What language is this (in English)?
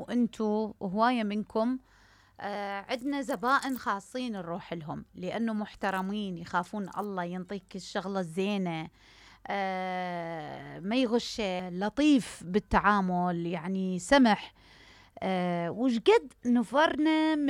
Mesopotamian Arabic